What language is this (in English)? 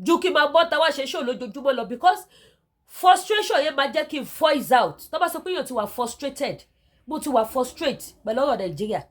Yoruba